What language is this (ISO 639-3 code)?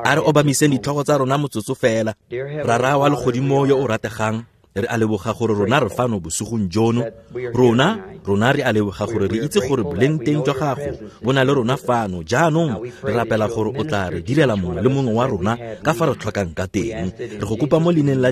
tsn